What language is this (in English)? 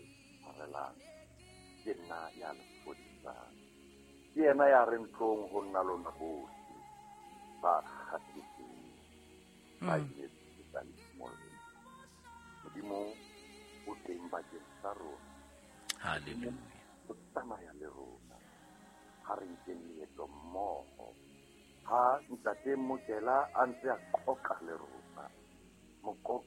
Southern Sotho